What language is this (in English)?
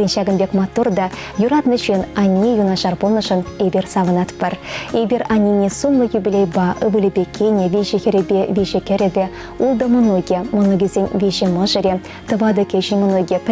Chuvash